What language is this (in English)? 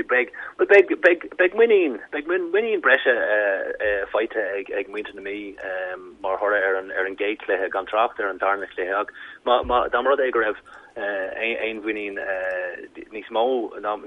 Irish